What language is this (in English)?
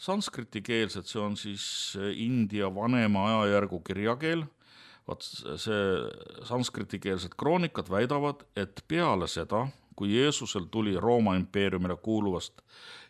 Estonian